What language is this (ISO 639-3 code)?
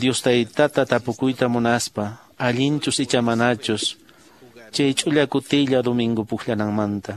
que